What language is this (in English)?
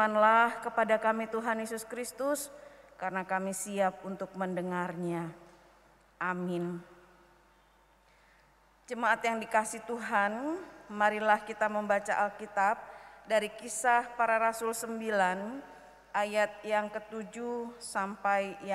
Indonesian